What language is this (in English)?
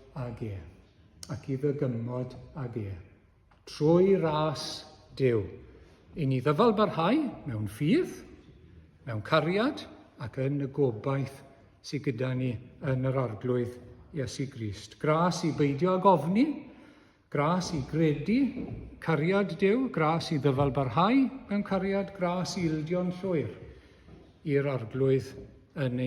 Welsh